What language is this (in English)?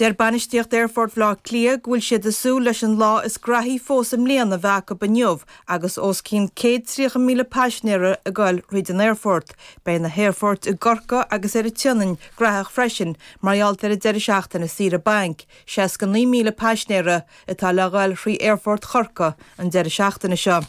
Irish